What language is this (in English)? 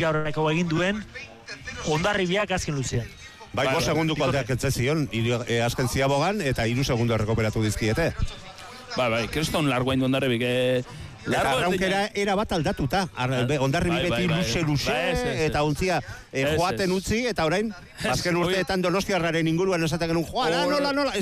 Basque